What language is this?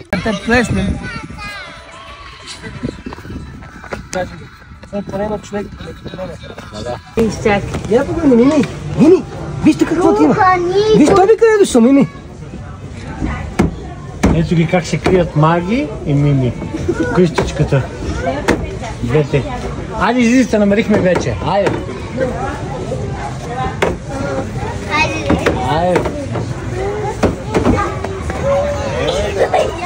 Bulgarian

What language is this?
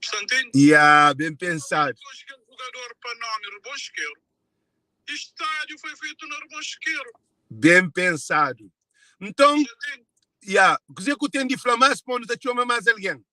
Kabuverdianu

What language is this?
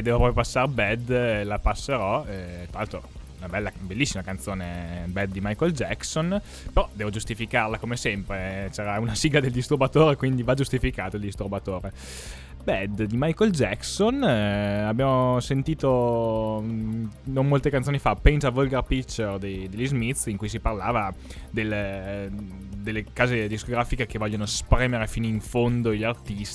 Italian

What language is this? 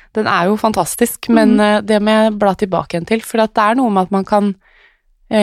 Norwegian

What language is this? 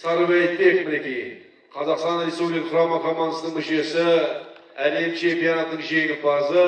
Kazakh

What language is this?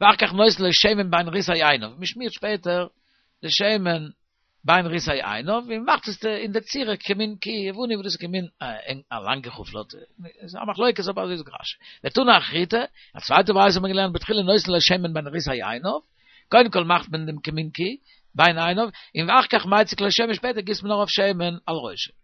Yiddish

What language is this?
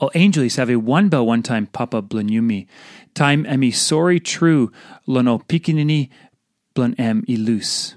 Tok Pisin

